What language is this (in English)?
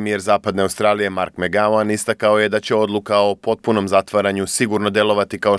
Serbian